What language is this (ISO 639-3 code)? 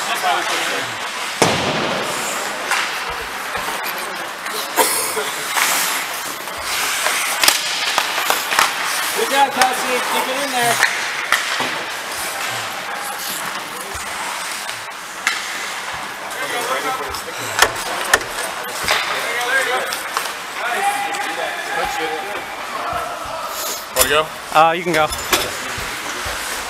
eng